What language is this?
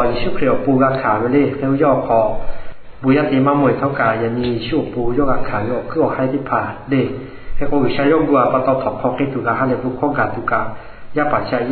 Lahu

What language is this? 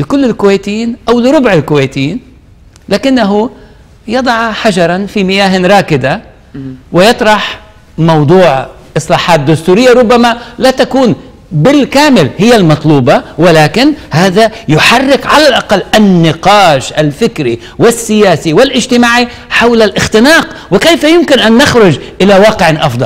Arabic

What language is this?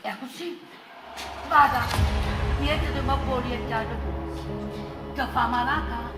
Neapolitan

